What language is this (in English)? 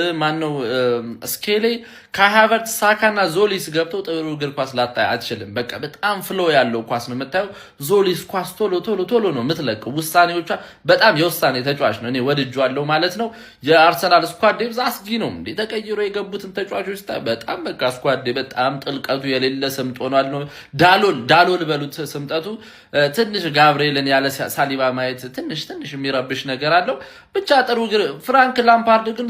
Amharic